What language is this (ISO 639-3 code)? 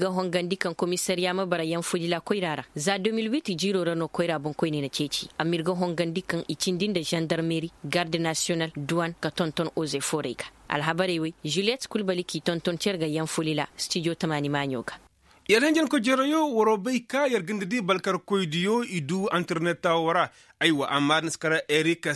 ses